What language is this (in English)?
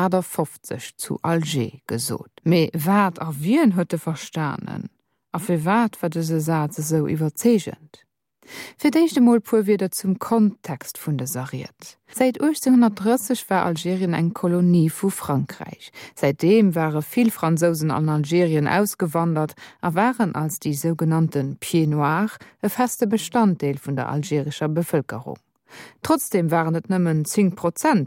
Luxembourgish